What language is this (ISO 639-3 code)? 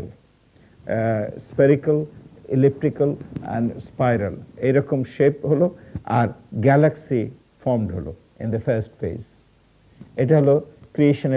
ben